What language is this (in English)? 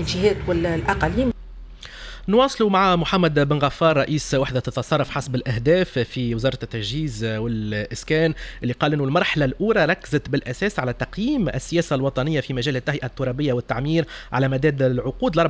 Tunisian Arabic